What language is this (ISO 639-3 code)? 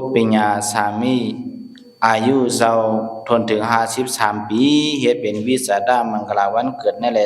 shn